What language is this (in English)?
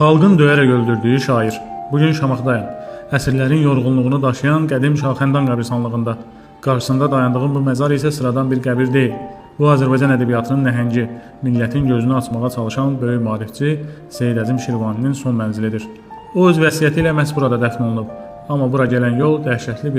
Azerbaijani